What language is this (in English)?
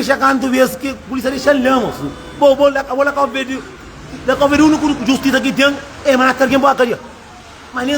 Kabuverdianu